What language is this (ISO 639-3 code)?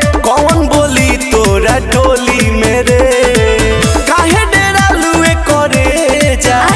bho